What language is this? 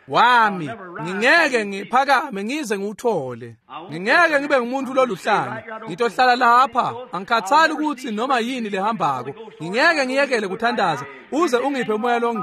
Swati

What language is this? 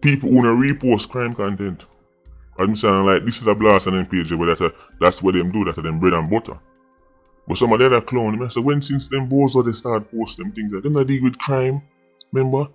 Jamaican Creole English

